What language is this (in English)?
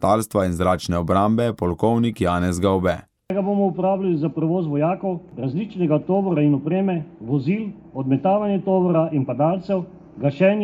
Slovenian